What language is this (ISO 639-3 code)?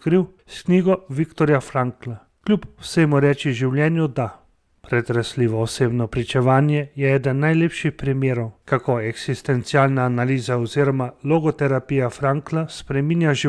slv